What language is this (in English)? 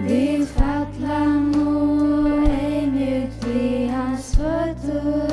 Faroese